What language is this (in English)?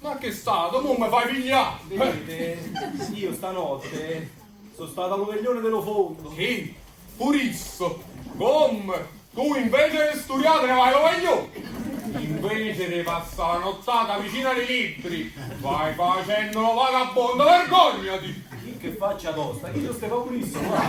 Neapolitan